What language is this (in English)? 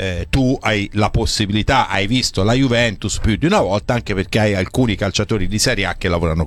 Italian